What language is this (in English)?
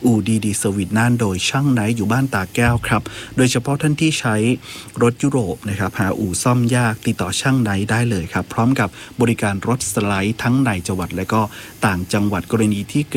Thai